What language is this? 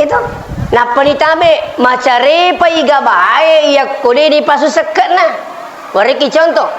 Buginese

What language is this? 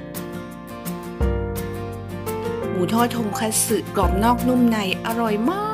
Thai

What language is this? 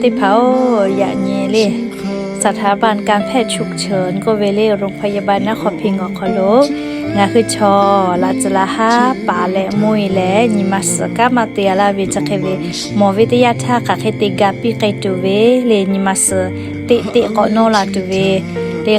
Lahu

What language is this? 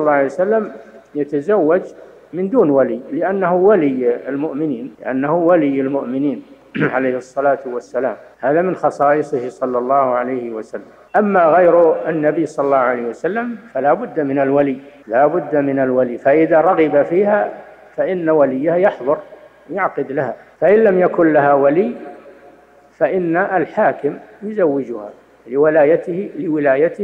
Arabic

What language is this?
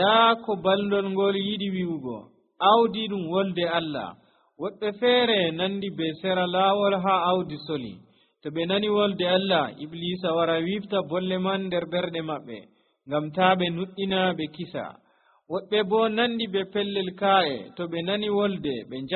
Nigerian Fulfulde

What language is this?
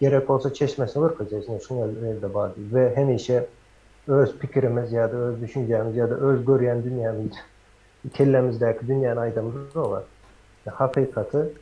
Turkmen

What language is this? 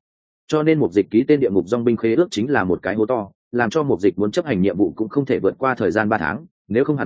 Vietnamese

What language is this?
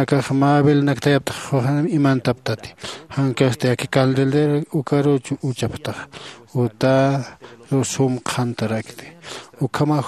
Aymara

